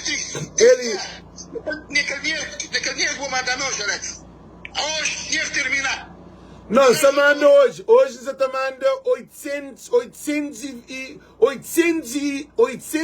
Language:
Kabuverdianu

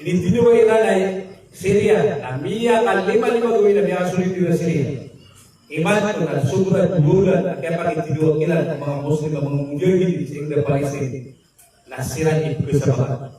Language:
Maranao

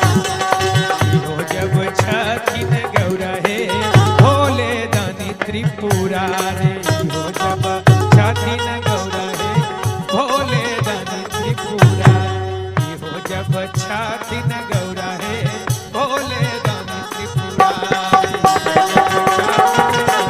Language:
Magahi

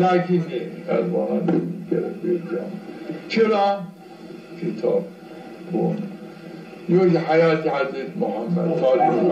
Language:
Zaza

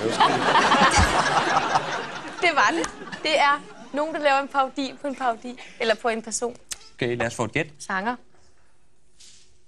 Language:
Danish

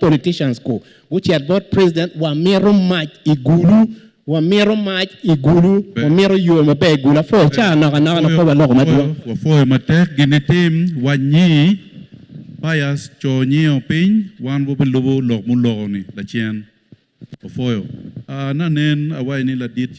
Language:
Acoli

